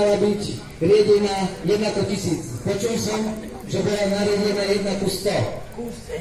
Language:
Slovak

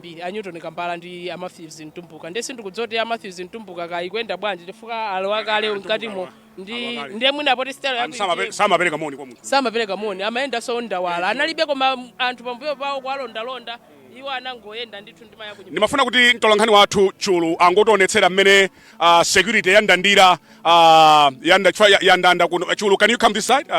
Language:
Nyanja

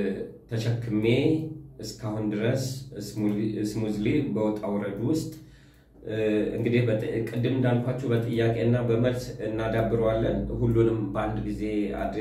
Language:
Amharic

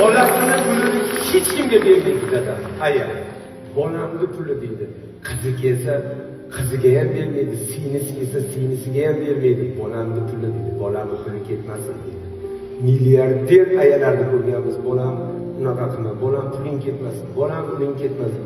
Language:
Uzbek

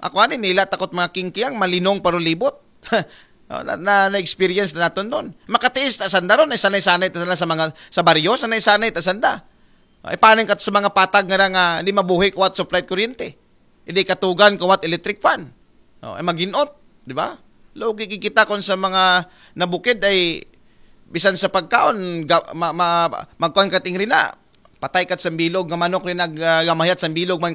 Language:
Aklanon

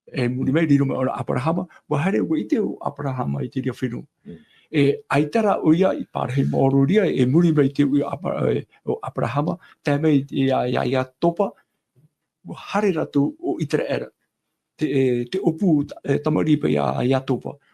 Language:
Tahitian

